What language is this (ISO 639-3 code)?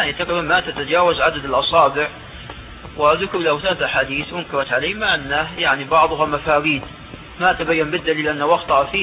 ara